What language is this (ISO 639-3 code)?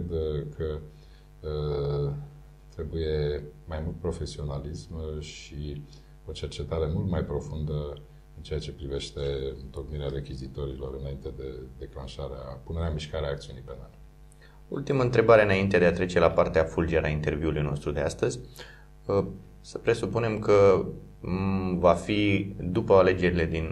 ron